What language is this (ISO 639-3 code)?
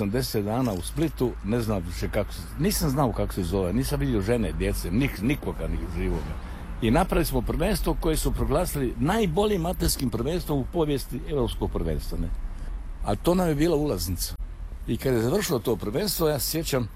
hrv